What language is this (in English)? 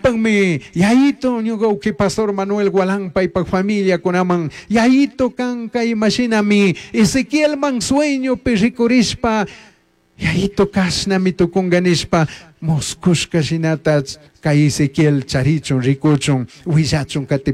Chimborazo Highland Quichua